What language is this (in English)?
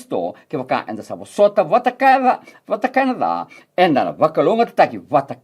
Fijian